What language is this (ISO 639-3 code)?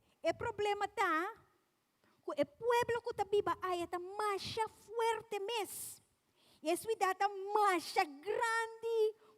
pap